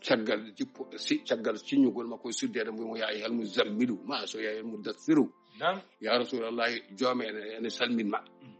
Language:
Fula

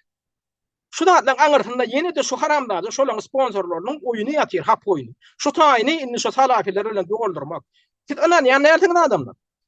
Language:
Turkmen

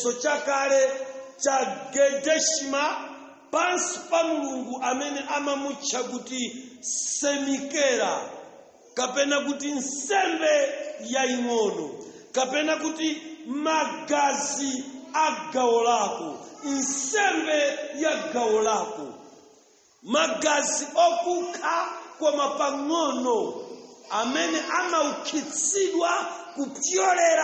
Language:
Nyanja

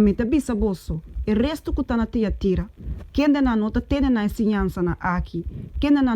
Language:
Papiamento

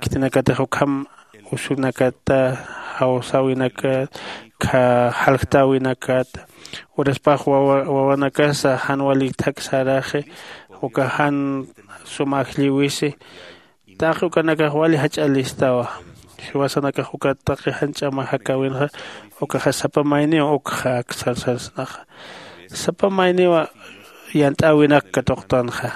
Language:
Aymara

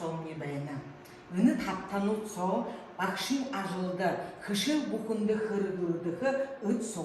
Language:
Buriat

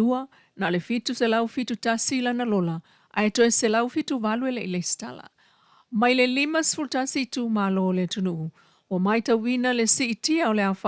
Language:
Samoan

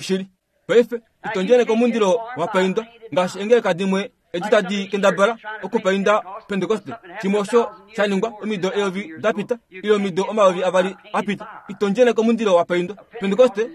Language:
Kuanyama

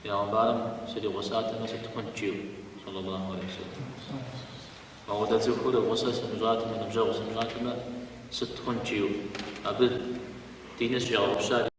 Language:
Kabardian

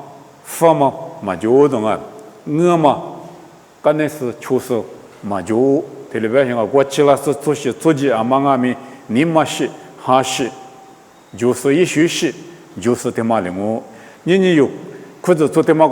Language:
Lisu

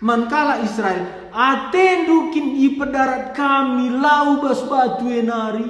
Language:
Batak Karo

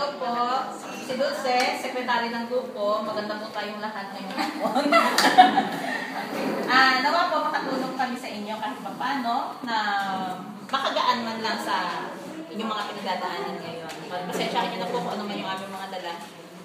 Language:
Filipino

